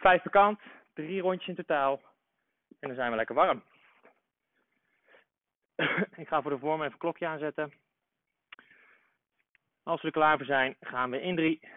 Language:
Dutch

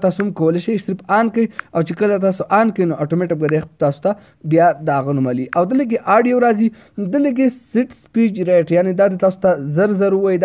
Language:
Pashto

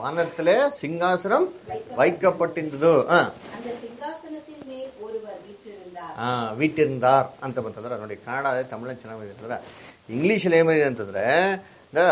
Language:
Kannada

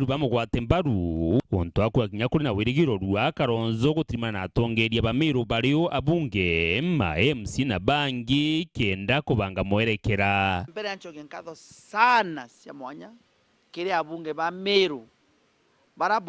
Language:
Meru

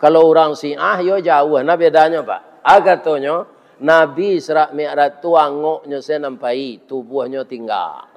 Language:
Minangkabau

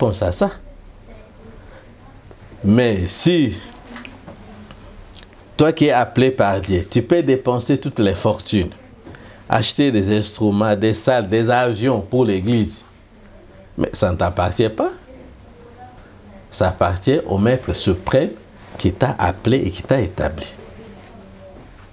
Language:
French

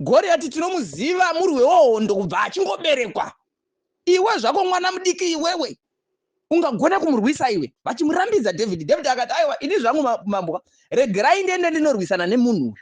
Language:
Shona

